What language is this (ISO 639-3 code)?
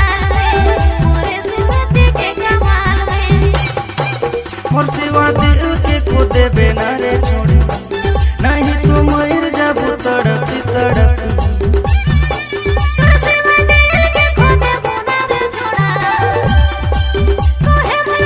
sck